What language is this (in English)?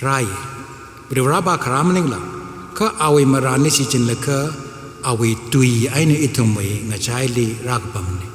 Tangkhul Naga (India)